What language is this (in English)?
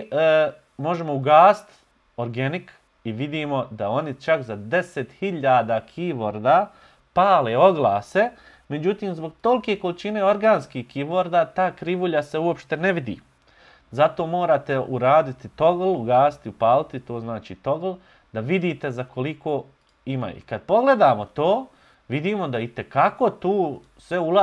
Bosnian